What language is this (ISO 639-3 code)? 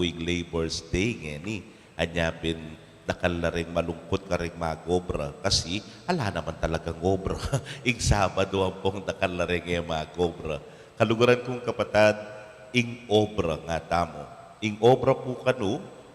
pam